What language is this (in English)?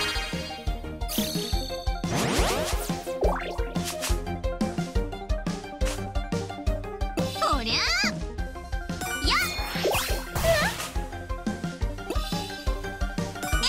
Japanese